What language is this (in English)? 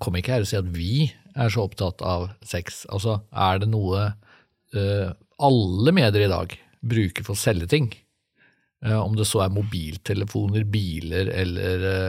Norwegian